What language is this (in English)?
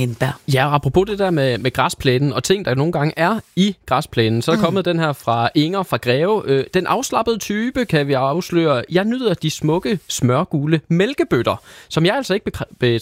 Danish